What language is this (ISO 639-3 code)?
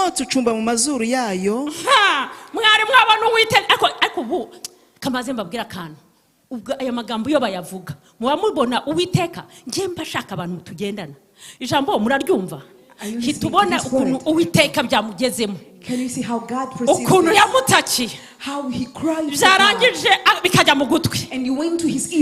kin